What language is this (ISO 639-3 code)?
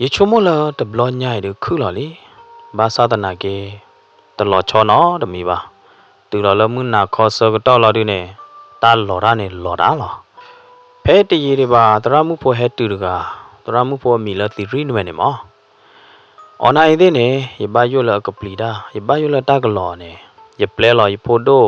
ksw